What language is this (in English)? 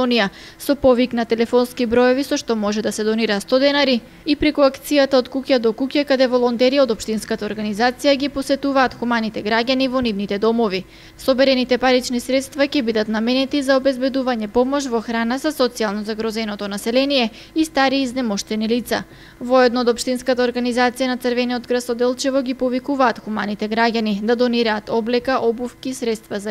Macedonian